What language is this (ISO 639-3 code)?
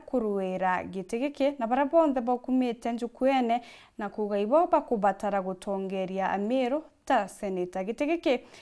mer